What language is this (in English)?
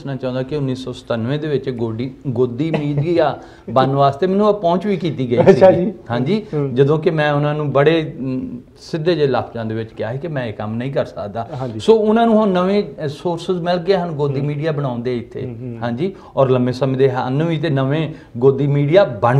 Punjabi